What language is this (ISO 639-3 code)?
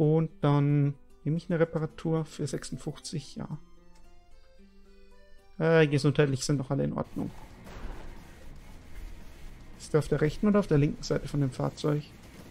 deu